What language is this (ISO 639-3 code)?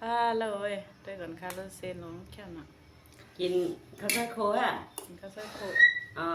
shn